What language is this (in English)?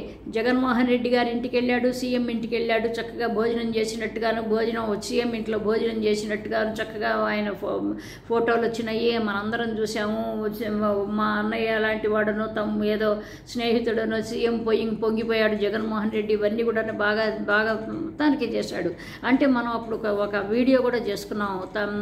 Telugu